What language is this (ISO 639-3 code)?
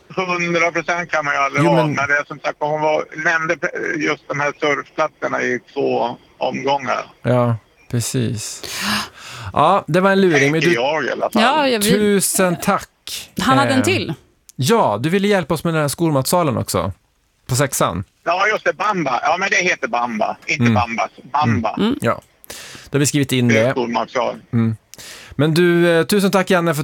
swe